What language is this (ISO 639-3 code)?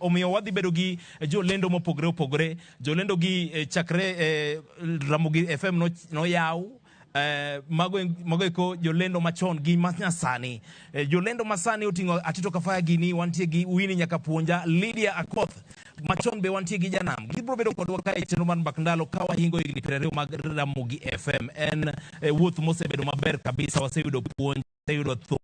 luo